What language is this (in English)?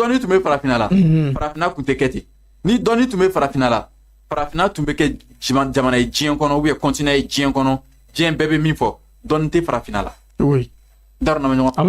Bambara